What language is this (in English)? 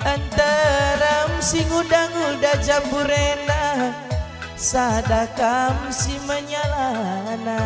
Batak Karo